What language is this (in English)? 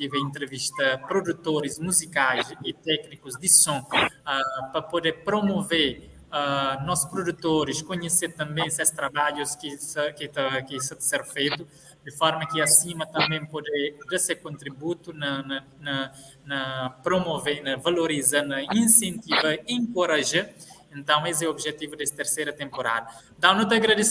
Kabuverdianu